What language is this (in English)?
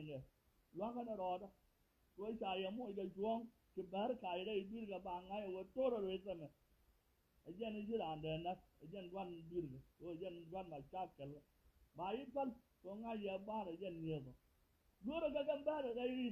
Nuer